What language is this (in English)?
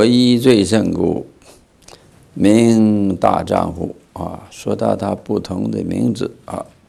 Chinese